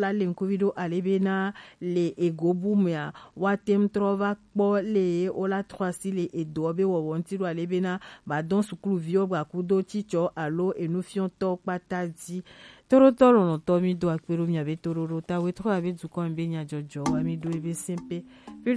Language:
Gen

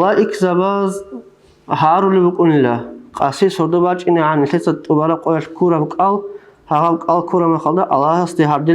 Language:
Avaric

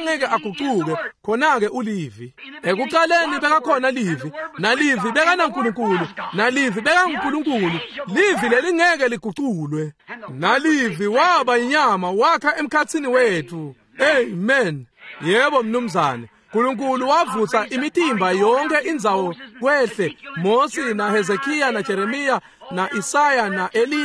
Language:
Swati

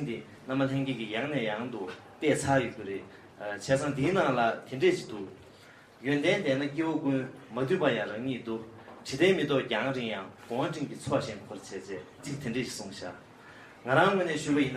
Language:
Tibetan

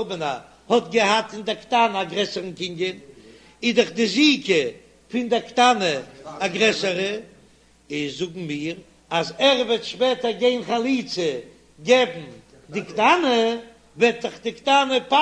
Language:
Yiddish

